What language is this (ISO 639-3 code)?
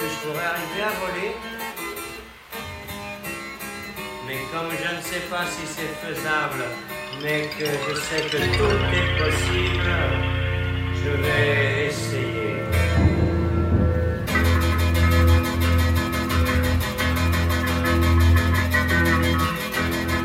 fra